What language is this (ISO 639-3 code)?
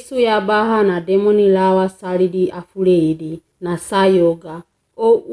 wgb